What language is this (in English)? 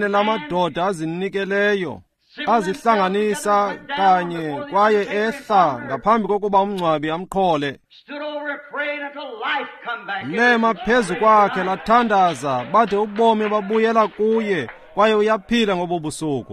Xhosa